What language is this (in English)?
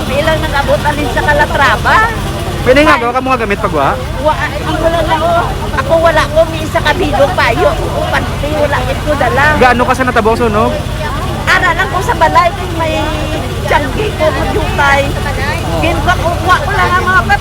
Hiligaynon